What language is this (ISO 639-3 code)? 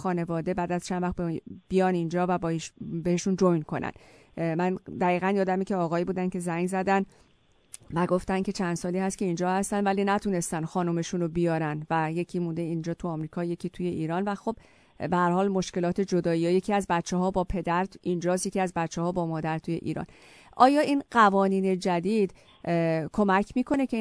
fas